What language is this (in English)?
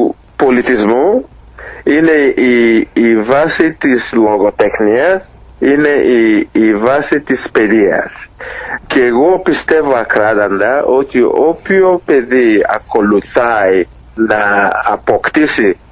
Greek